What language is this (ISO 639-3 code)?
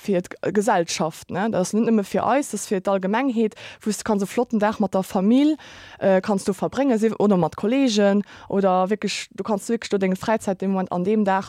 ltz